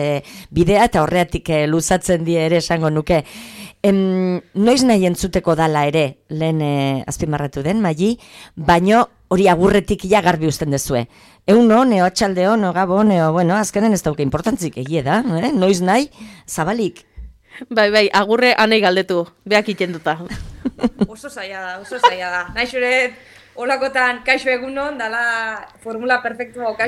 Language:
Basque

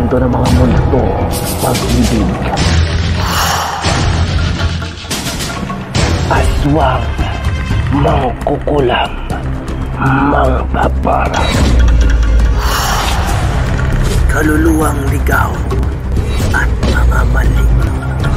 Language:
Filipino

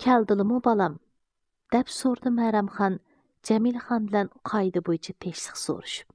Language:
Uyghur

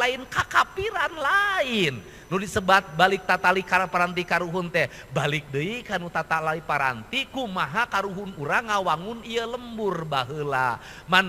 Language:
Sundanese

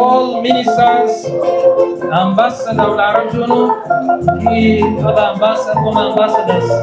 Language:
Acoli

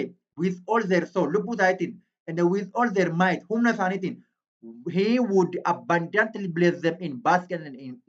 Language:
Oromo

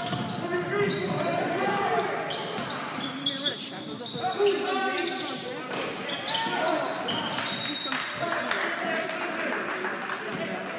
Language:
English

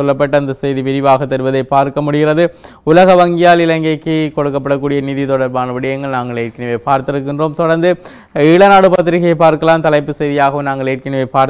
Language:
Tamil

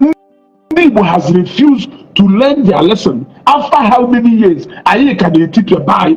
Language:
Igbo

